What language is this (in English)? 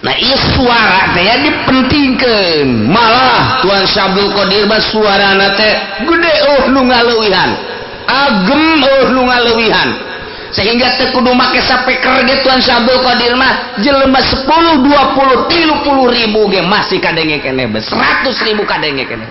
Sundanese